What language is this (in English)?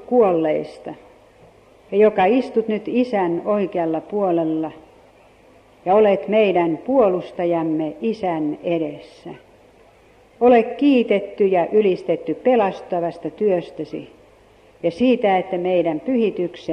Finnish